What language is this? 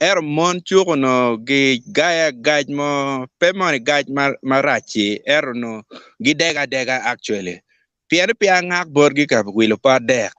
Acoli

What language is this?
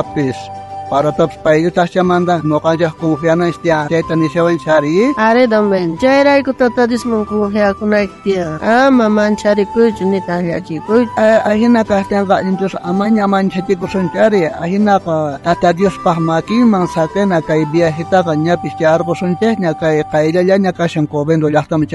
South Bolivian Quechua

